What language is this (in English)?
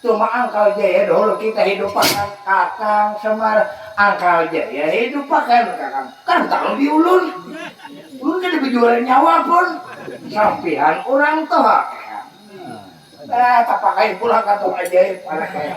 Banjar